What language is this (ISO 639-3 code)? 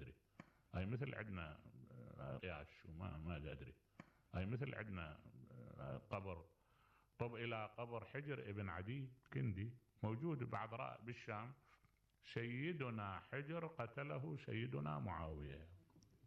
acm